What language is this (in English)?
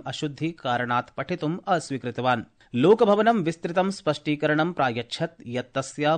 Sanskrit